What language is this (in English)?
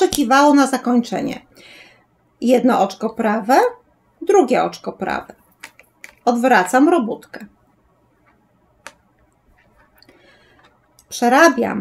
Polish